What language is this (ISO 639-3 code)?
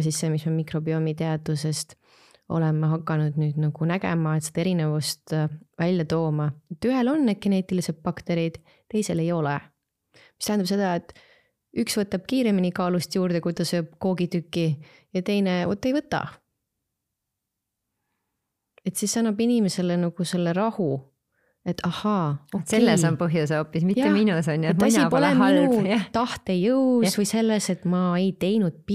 est